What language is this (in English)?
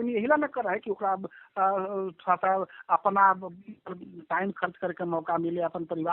Magahi